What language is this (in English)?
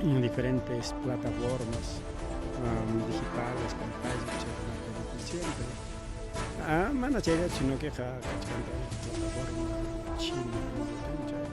Ayacucho Quechua